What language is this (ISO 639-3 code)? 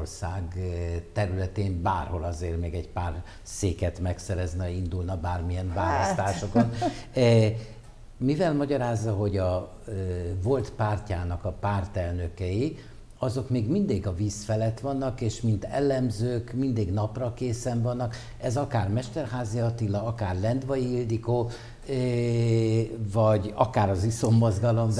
hun